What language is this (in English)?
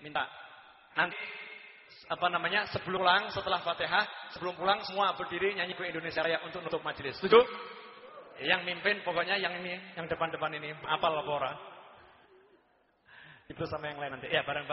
Indonesian